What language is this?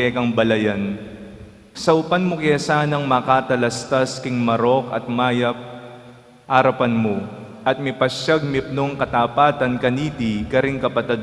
Pampanga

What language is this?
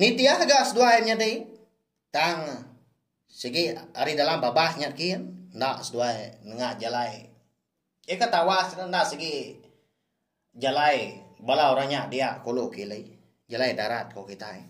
Iban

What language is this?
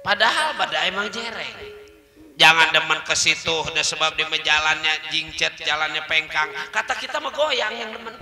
Betawi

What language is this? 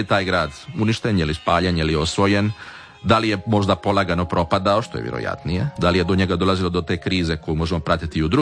Croatian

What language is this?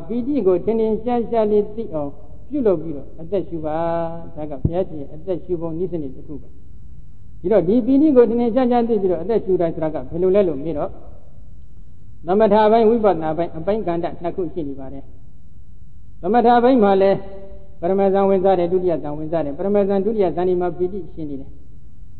Burmese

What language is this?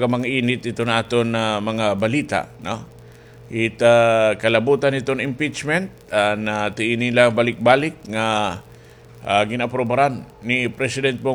Waray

